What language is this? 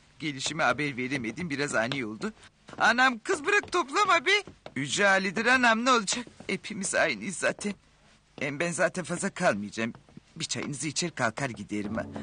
Turkish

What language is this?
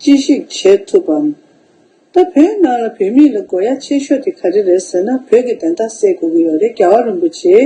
Tibetan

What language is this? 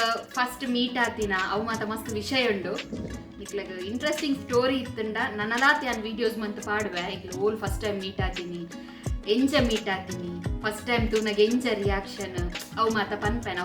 Tulu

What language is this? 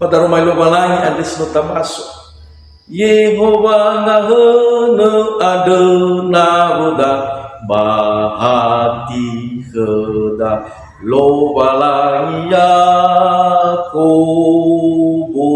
Nias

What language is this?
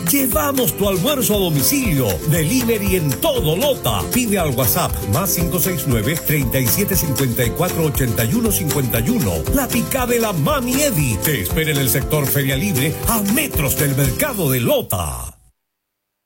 Spanish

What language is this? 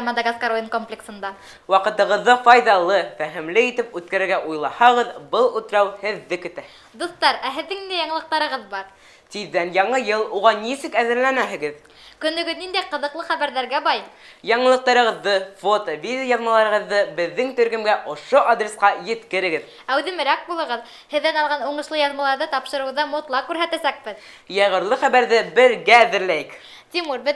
Bashkir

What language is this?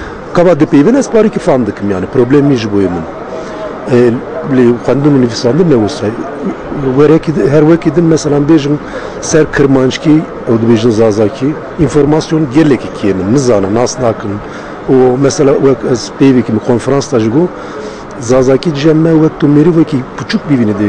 Kurdish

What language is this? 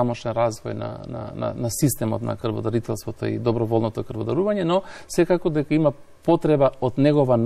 Macedonian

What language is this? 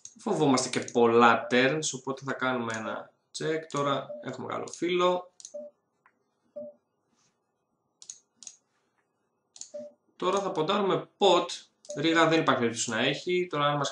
Greek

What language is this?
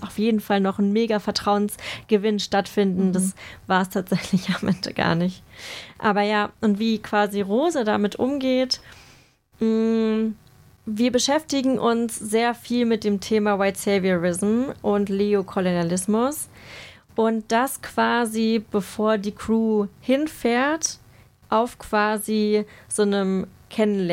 German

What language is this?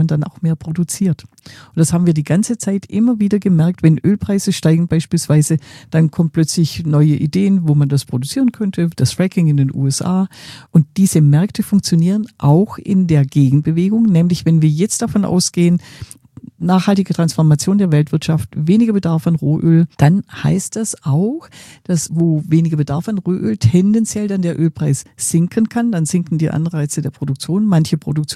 German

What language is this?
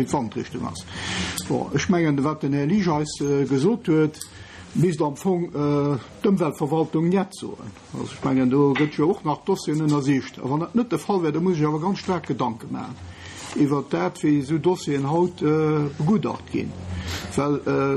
Luxembourgish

